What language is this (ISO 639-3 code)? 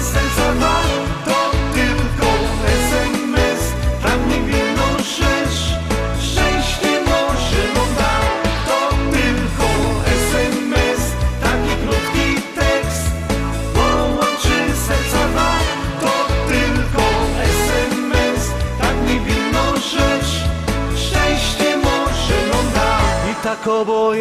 szl